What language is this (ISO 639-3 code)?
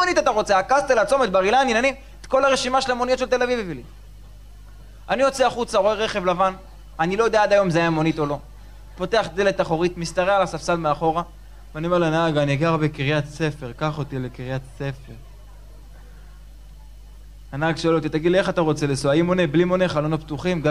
heb